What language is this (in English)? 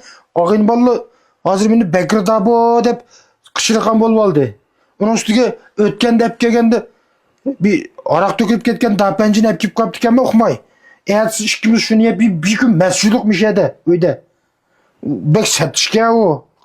Uyghur